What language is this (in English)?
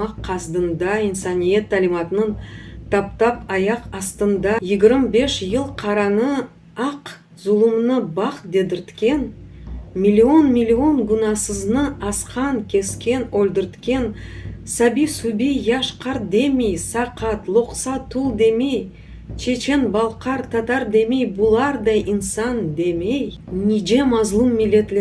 Crimean Tatar